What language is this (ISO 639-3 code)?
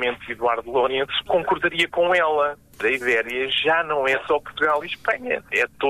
por